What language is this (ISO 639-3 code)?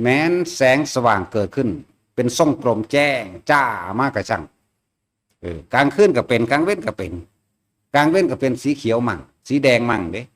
tts